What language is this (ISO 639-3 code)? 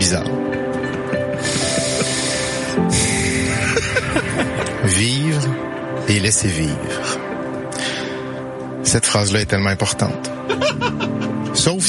fra